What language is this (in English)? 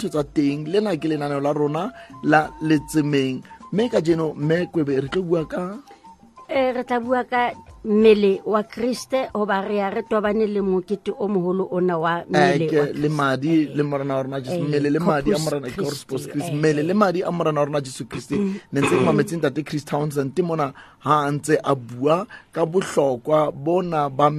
Southern Sotho